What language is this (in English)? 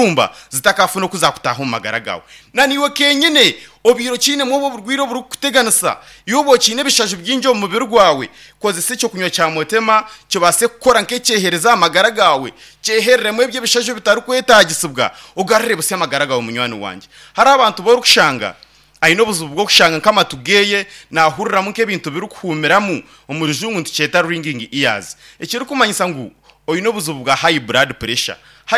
Nyankole